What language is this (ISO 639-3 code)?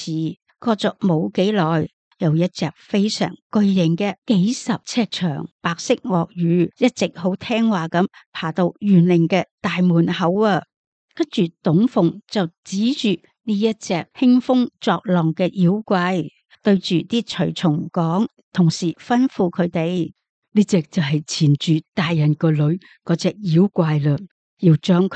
yue